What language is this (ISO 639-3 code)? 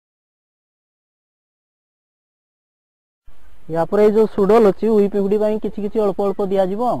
ori